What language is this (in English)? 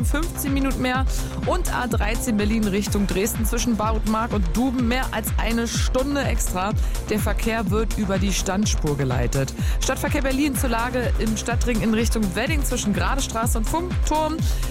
German